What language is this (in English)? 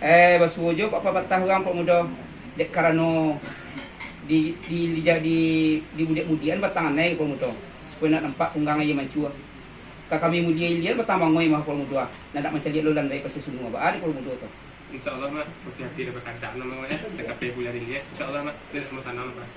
Minangkabau